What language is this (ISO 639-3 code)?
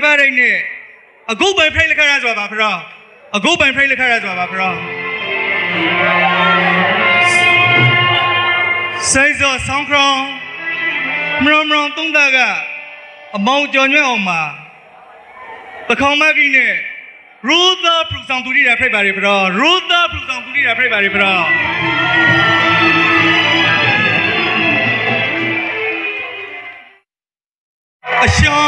mya